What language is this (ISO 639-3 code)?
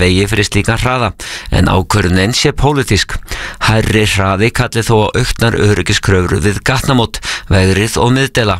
isl